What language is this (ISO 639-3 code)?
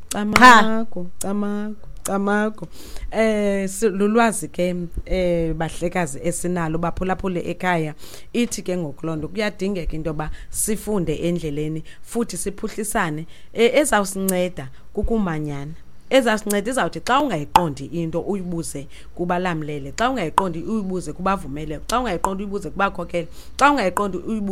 xho